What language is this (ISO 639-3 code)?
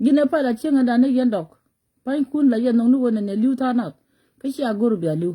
nus